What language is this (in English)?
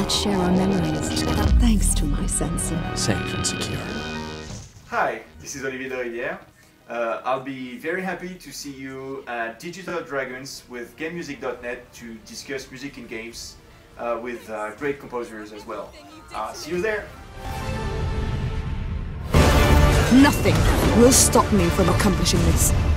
English